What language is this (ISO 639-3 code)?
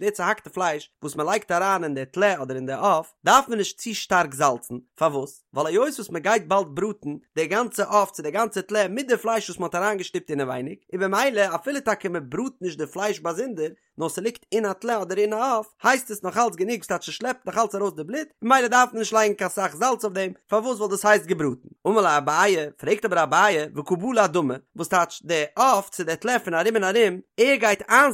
yid